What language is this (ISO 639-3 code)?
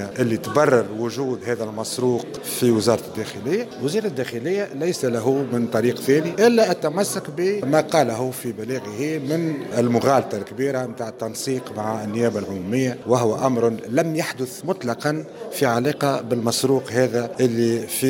aeb